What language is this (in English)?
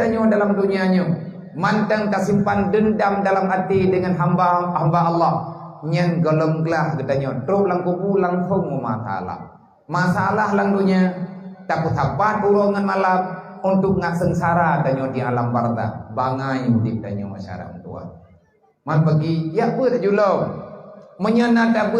Achinese